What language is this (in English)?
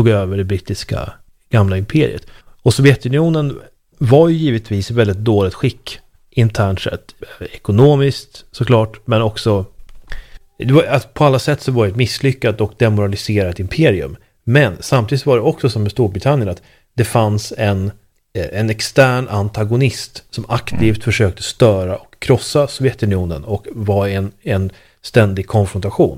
Swedish